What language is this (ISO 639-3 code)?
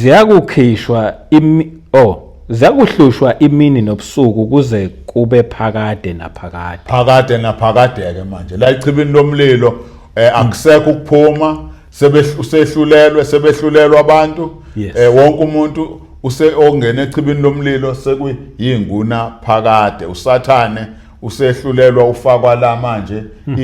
zul